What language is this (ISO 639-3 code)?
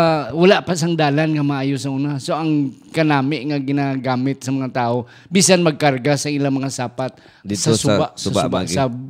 hil